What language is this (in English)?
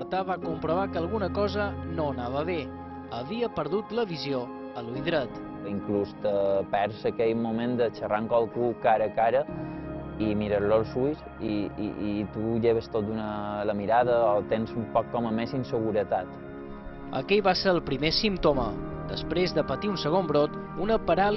Catalan